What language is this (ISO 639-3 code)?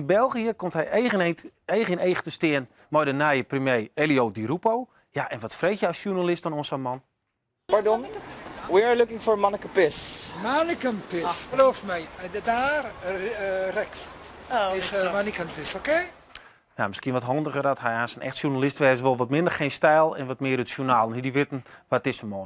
fry